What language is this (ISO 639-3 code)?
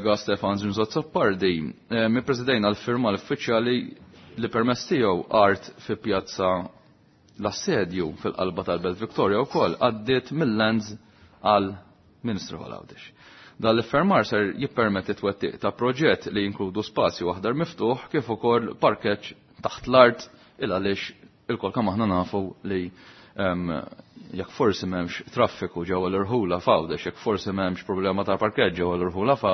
mlt